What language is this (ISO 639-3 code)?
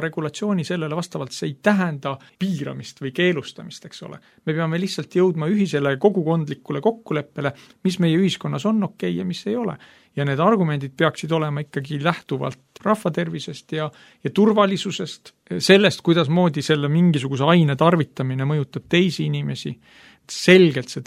est